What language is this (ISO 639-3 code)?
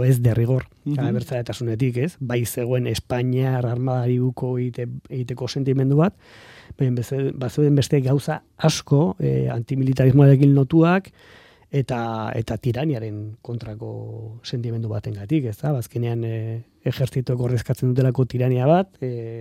eus